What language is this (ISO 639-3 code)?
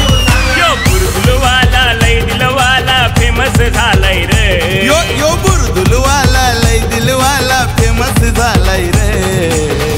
mar